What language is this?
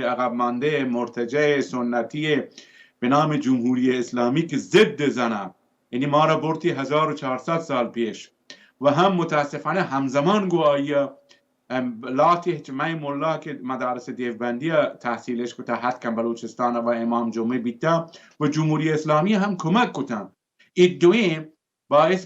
Baluchi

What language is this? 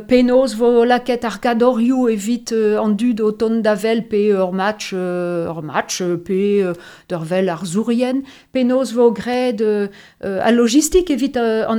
Breton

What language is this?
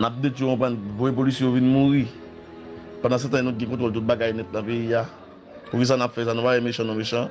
Haitian Creole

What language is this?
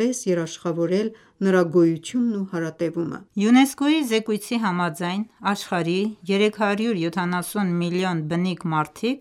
Armenian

